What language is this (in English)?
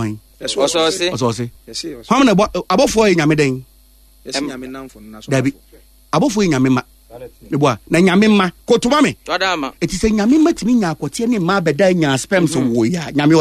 Akan